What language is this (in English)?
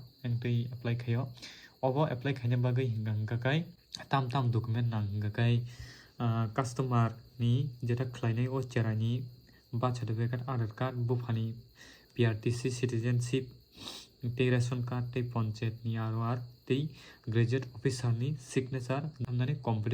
Kok Borok